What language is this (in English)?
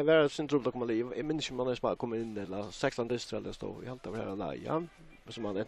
Faroese